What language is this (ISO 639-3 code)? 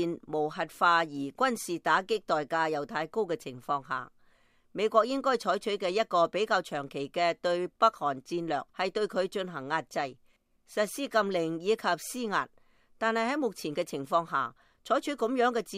yue